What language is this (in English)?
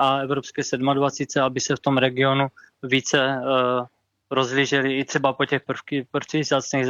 Czech